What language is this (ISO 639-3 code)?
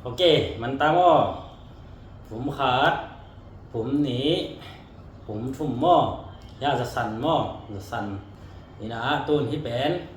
ctd